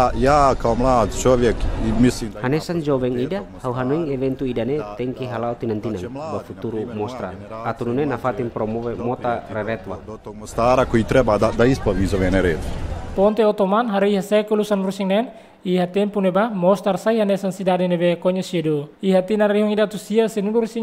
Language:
Tetum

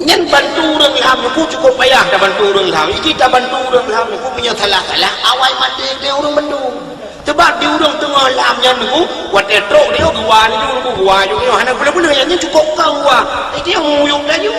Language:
Achinese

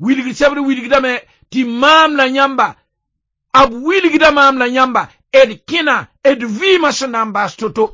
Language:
Mossi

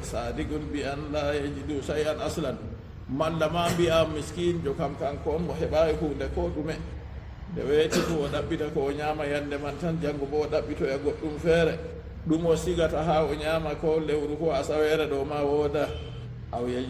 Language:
Fula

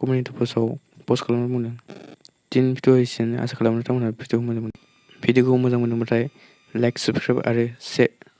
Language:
Bodo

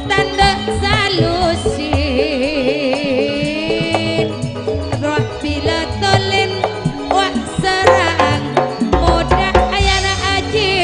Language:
Madurese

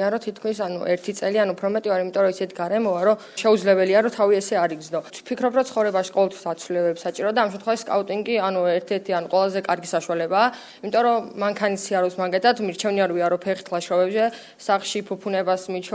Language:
Georgian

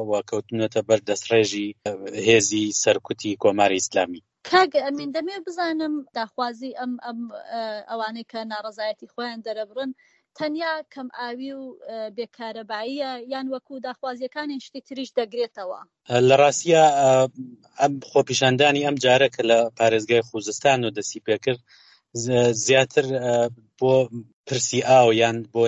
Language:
Central Kurdish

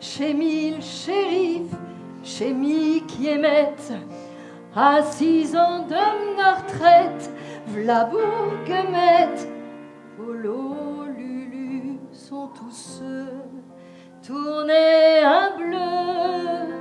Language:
Picard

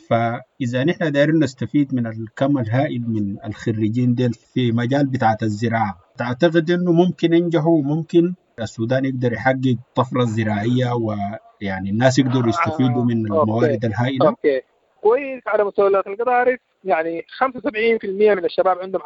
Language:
Sudanese Arabic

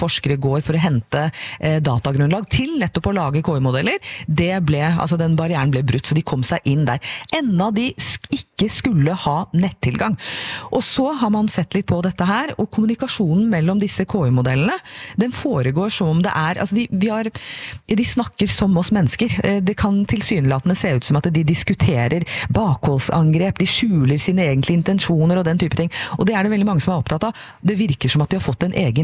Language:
Norwegian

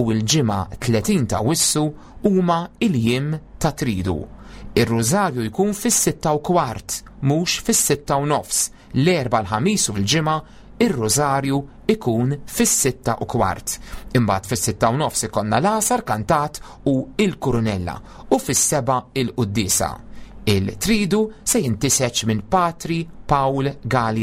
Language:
Maltese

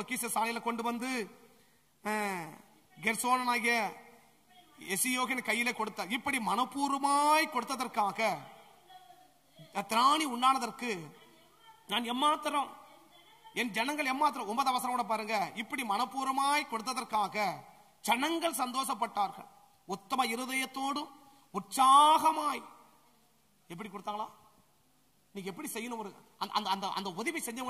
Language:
Tamil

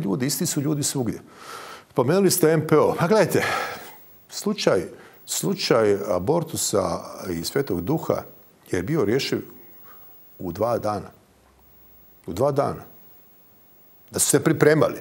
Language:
Croatian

